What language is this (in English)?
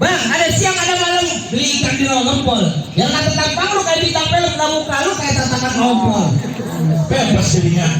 Betawi